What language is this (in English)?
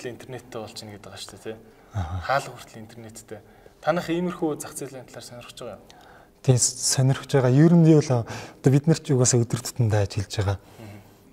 Mongolian